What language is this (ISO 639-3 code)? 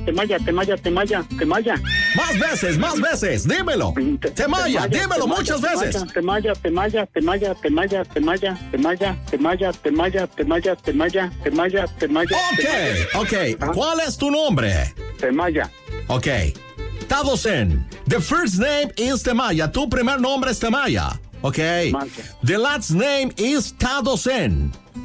spa